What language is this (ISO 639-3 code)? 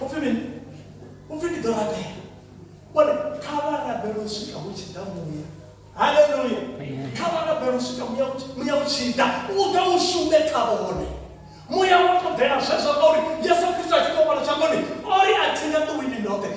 ven